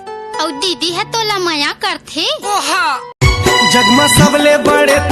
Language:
Chhattisgarhi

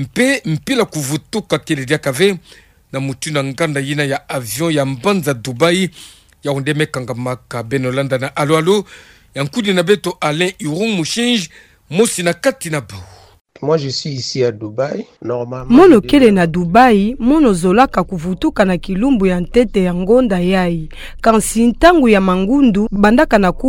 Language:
Kituba (Democratic Republic of Congo)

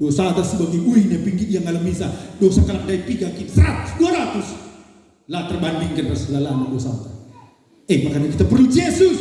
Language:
Batak Karo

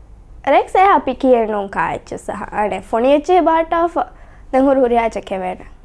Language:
Divehi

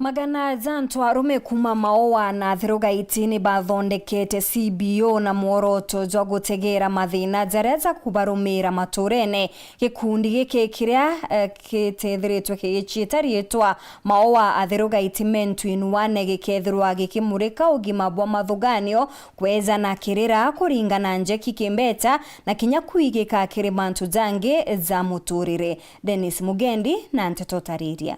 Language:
Meru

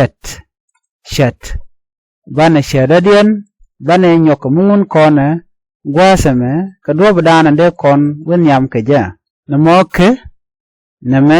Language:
Nuer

